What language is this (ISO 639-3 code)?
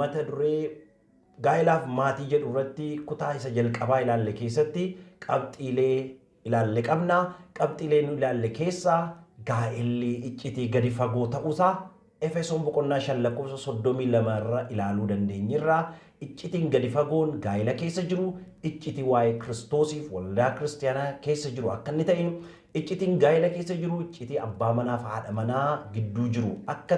orm